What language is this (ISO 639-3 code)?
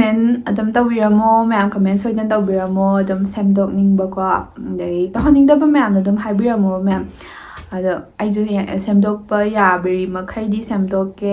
mni